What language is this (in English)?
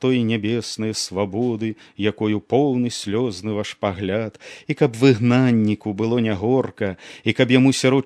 Belarusian